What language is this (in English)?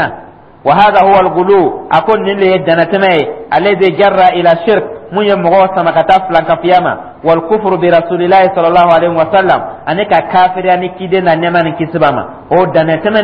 Dyula